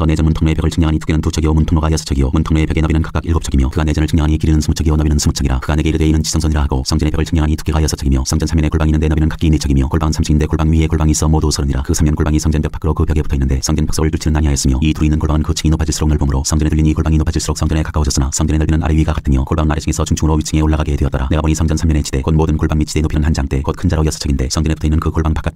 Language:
Korean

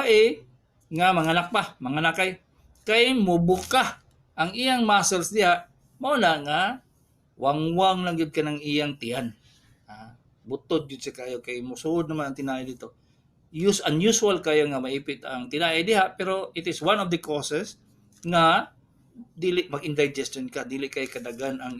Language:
Cebuano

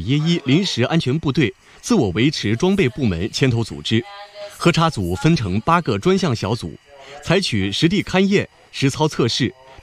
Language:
Chinese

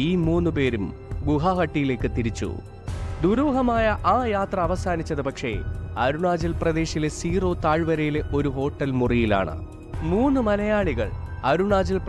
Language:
Malayalam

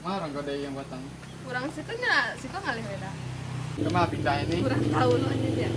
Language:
Minangkabau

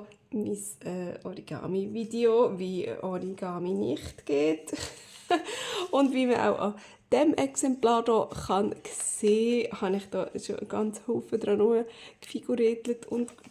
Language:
Swiss German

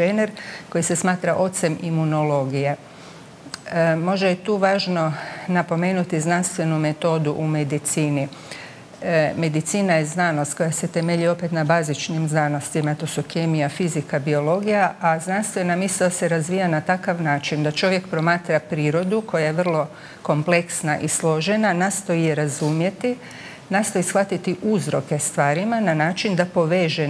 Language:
Croatian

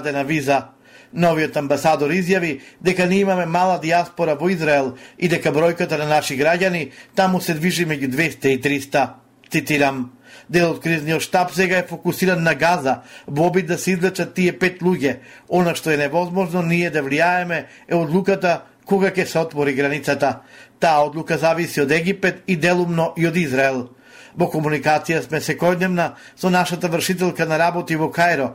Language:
Macedonian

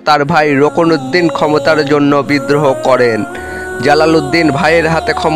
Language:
Bangla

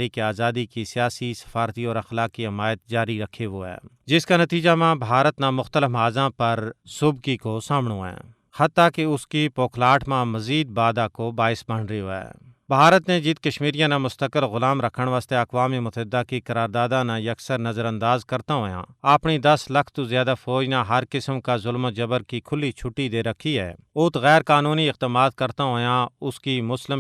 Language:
Gujari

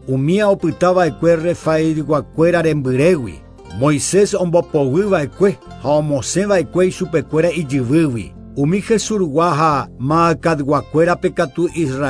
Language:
Guarani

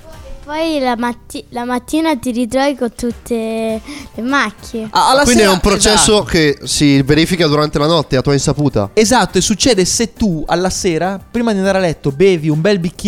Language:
Italian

